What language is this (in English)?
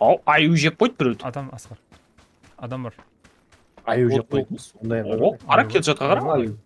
Kara-Kalpak